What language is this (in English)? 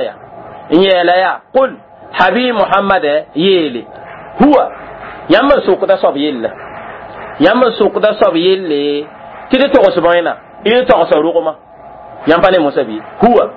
Mossi